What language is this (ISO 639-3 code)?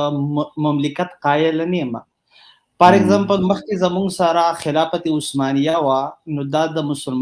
pus